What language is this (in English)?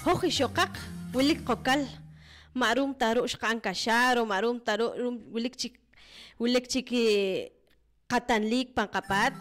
Poqomchi'